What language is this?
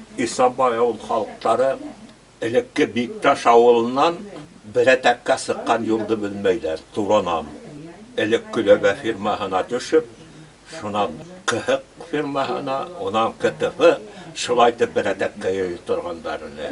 Bashkir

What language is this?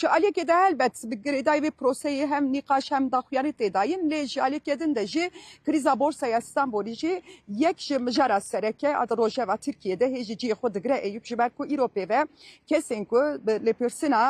Kurdish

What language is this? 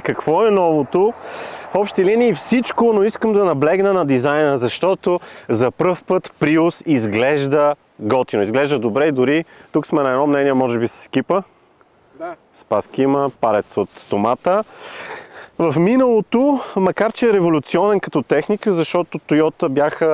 Bulgarian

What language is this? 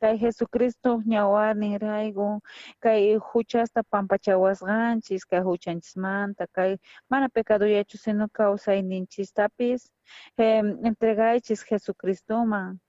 South Bolivian Quechua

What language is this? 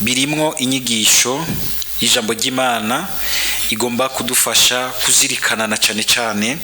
Rundi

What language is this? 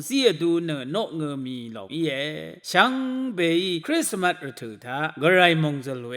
Rawang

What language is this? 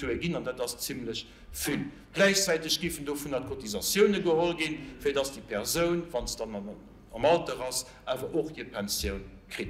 Luxembourgish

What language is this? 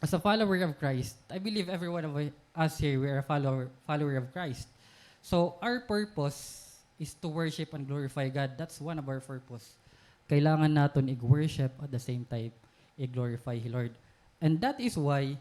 Waray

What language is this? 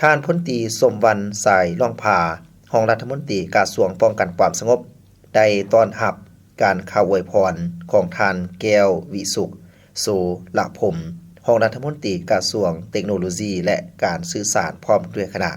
Lao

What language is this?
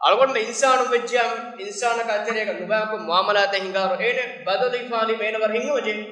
Divehi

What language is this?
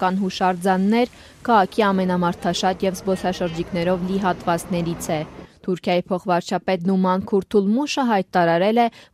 Armenian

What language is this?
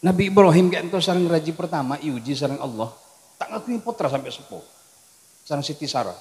Madurese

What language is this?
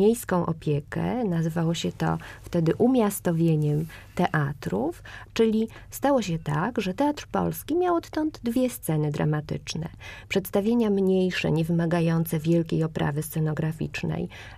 Polish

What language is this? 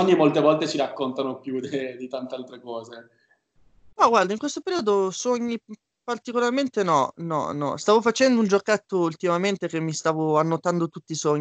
Italian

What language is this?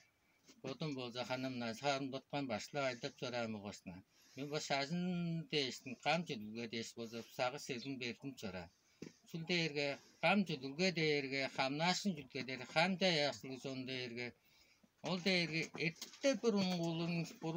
Tuvinian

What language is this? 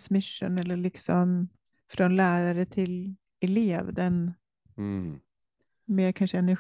Swedish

